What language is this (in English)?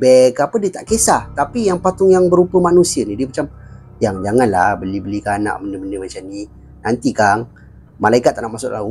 Malay